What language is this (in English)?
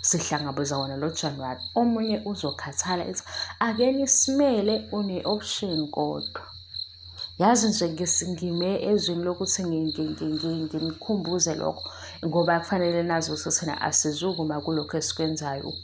Zulu